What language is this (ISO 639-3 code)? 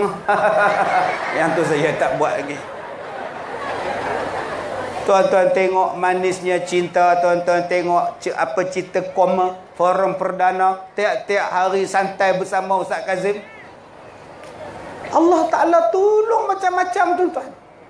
msa